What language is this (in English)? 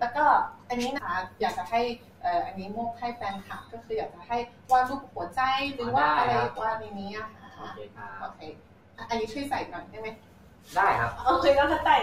Thai